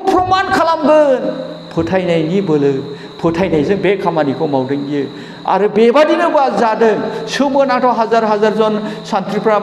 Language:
Bodo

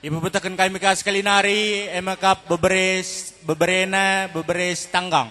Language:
Batak Karo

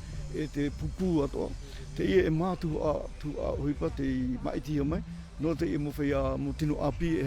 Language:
Tahitian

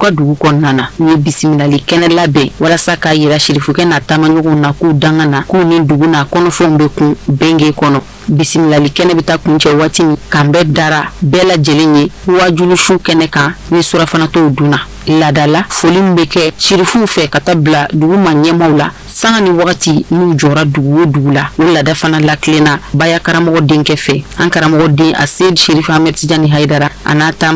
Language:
Bambara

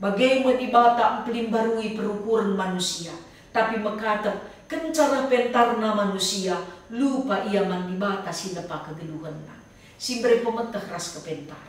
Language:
Batak Karo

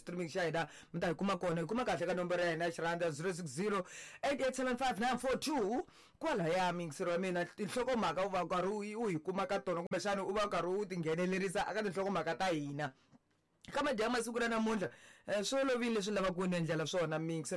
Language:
Tsonga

